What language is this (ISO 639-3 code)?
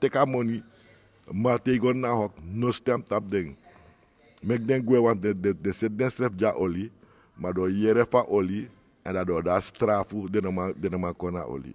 srn